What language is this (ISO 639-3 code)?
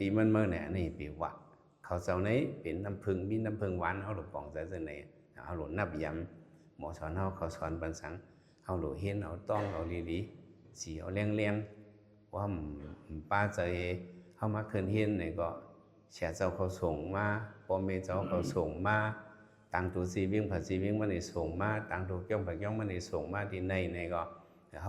shn